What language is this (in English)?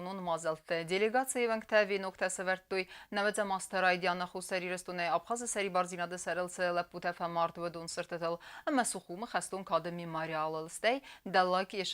Ossetic